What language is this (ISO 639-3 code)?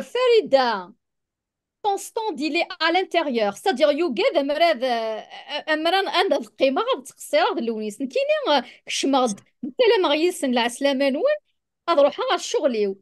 kab